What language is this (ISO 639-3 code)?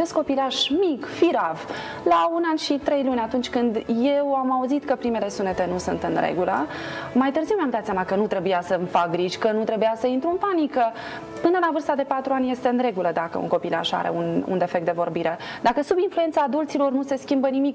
ron